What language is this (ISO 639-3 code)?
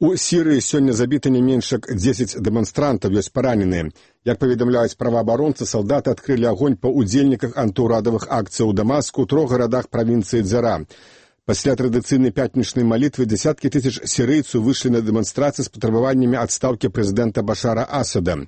bel